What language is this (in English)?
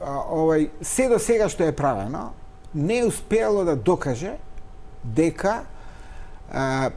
Macedonian